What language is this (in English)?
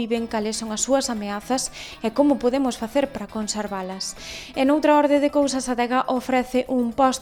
Galician